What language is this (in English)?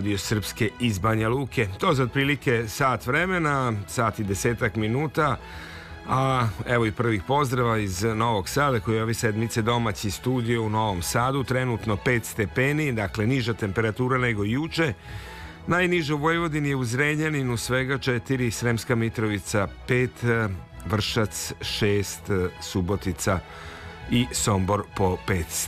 Serbian